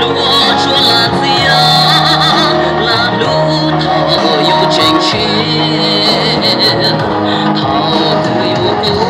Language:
Hmong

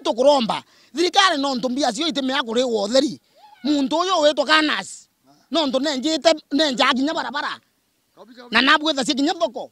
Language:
Meru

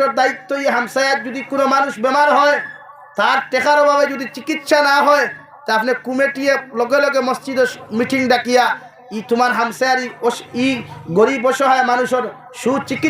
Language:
Sylheti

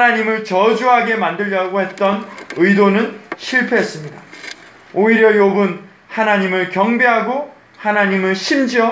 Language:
Korean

